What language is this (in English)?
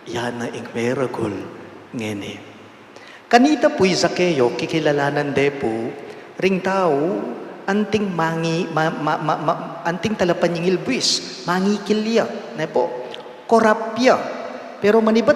Pampanga